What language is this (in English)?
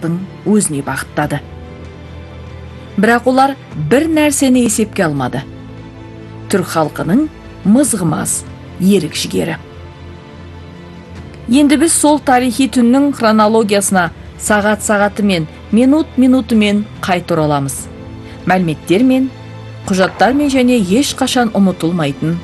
Kazakh